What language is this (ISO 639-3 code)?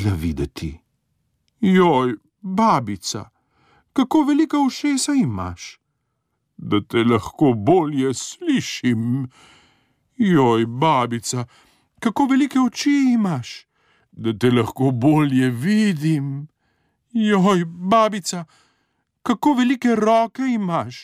slv